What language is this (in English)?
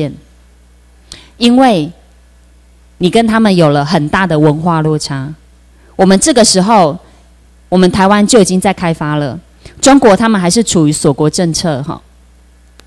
Chinese